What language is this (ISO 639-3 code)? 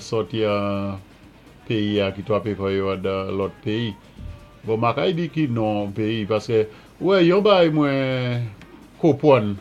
acf